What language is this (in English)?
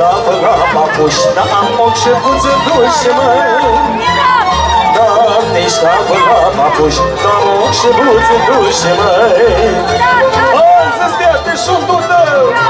Romanian